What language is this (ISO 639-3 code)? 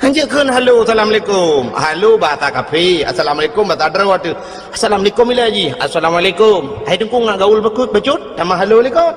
ace